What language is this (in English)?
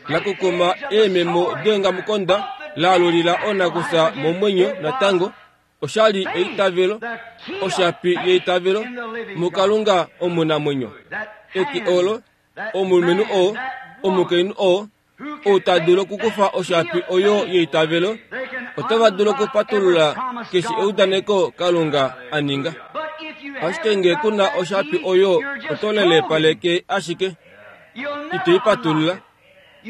Kuanyama